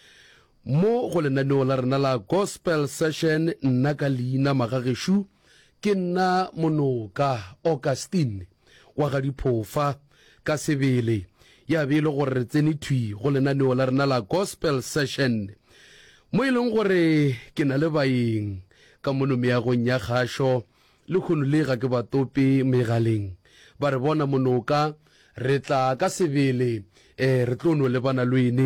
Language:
Northern Sotho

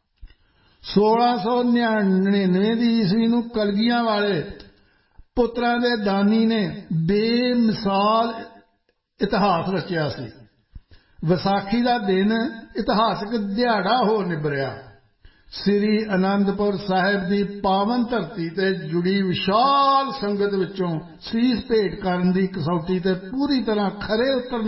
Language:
Punjabi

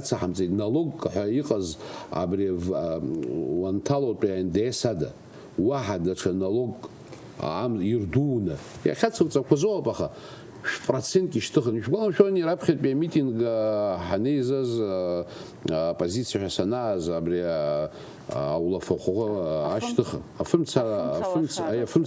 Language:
Abkhazian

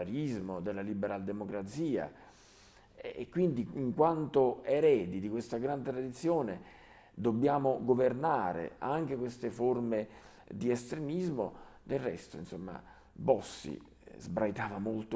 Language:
Italian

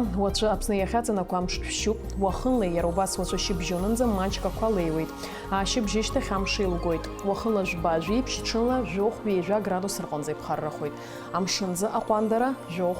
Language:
Abkhazian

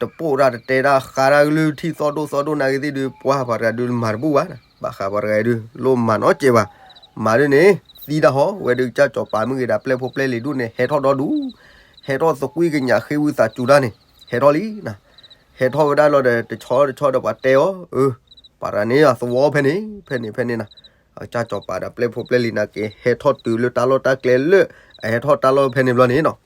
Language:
S'gaw Karen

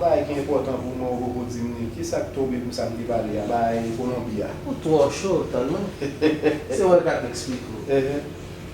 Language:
Haitian Creole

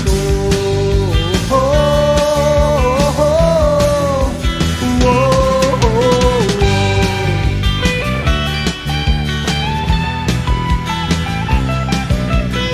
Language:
Filipino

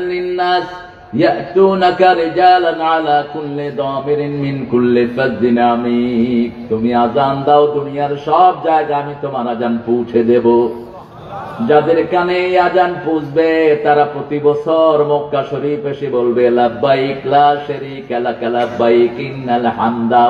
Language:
Bangla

